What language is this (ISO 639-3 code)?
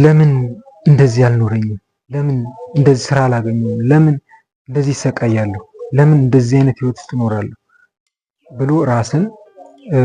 amh